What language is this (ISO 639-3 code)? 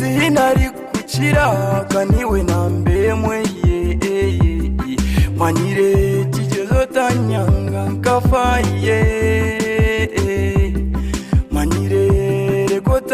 nyn